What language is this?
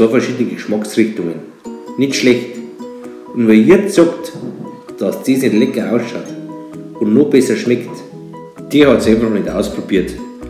Bavarian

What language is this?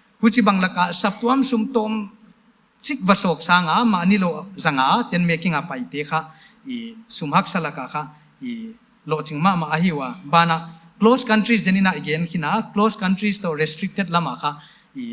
Paite Chin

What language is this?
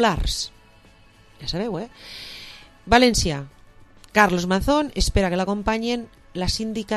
Catalan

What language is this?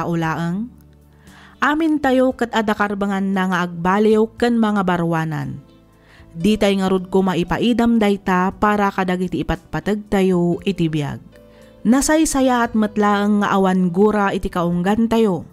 Iloko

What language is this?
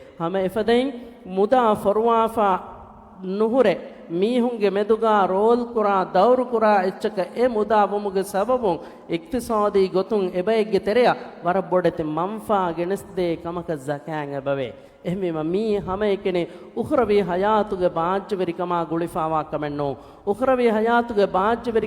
Divehi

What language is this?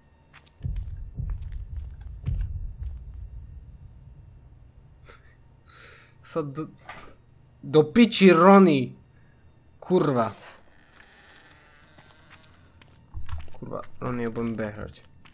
Slovak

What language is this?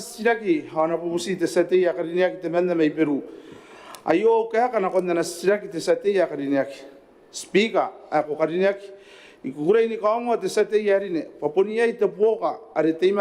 Gilbertese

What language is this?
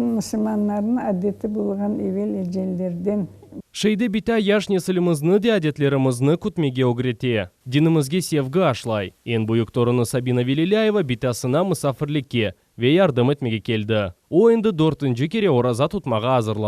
Crimean Tatar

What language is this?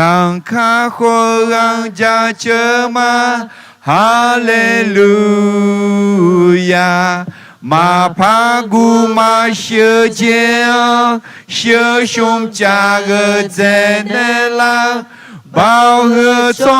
Akha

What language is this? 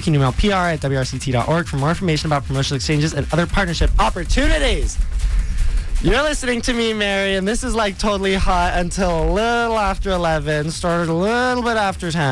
English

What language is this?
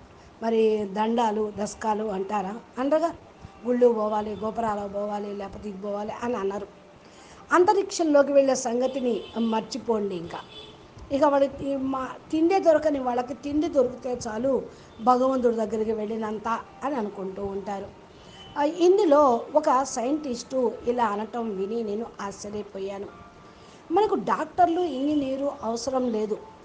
Telugu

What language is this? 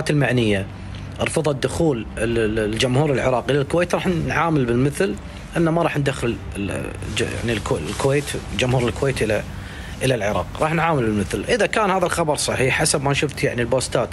Mesopotamian Arabic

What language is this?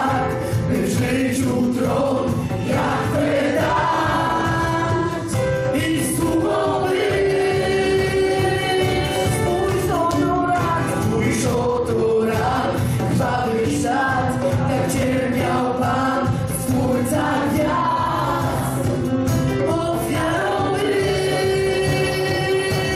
Polish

